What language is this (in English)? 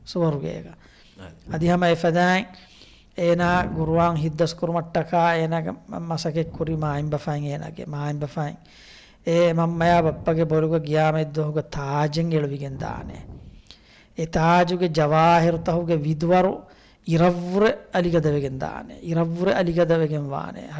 Divehi